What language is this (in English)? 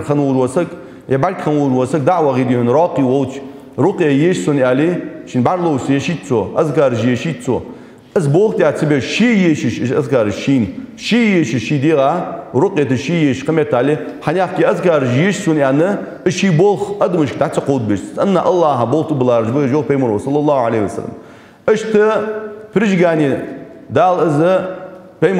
Ingush